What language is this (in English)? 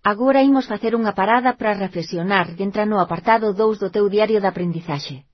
Galician